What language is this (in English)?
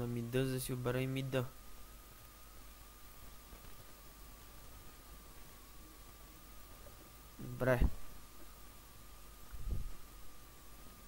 Bulgarian